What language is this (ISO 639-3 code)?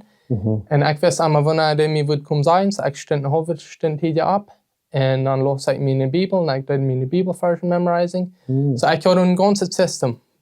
pdt